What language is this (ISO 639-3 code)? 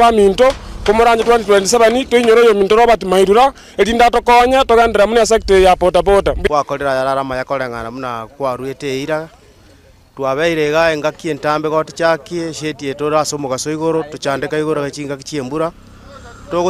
guz